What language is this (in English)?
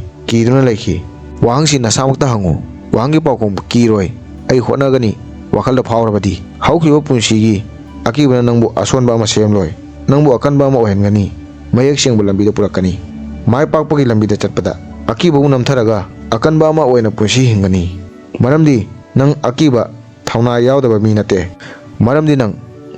Manipuri